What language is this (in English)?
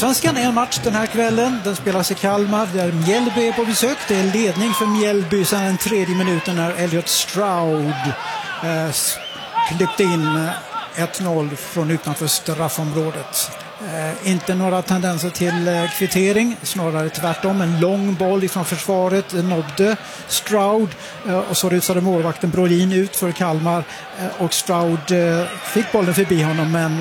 Swedish